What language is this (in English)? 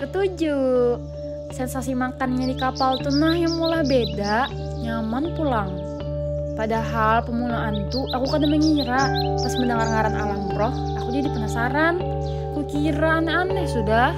Banjar